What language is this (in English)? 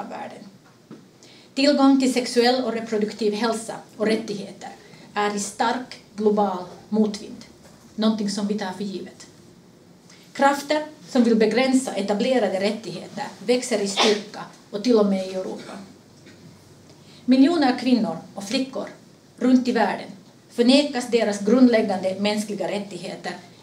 Swedish